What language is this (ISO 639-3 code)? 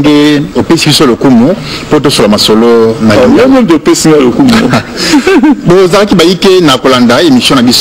lin